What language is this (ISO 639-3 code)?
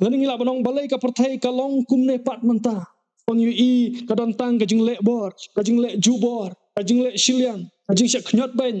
kha